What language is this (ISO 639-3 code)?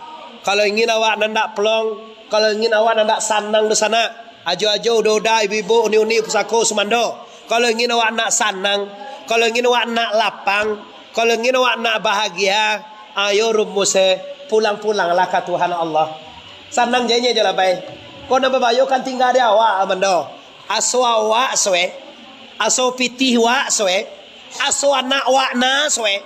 min